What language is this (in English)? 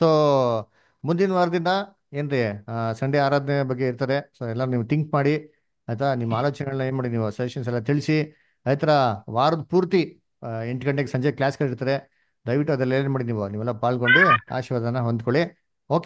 Kannada